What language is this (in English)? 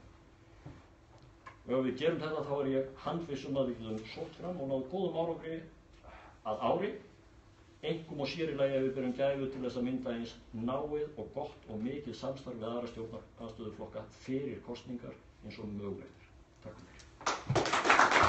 Icelandic